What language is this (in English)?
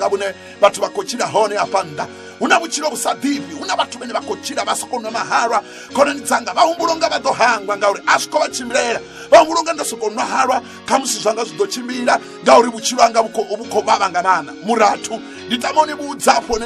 Venda